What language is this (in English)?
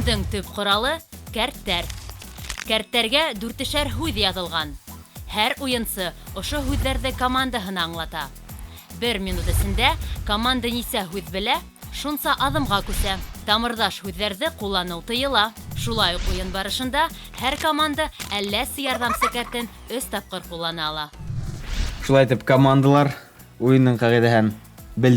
Bashkir